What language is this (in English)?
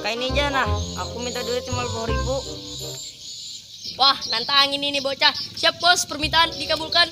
Banjar